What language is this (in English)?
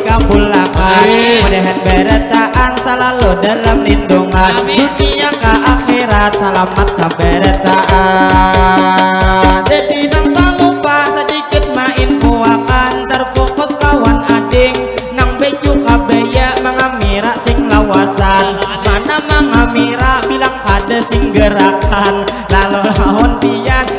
Banjar